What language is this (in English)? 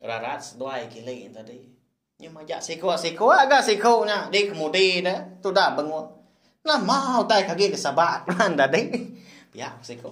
Iban